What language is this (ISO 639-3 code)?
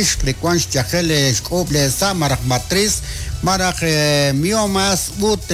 kek